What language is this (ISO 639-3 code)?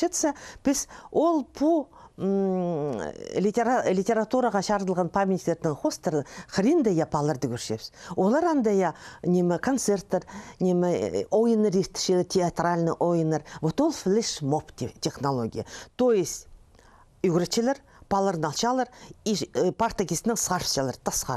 kjh